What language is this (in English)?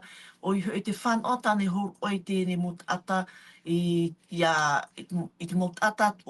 Tahitian